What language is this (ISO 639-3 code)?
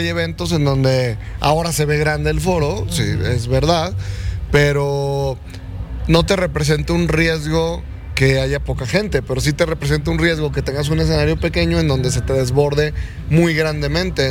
spa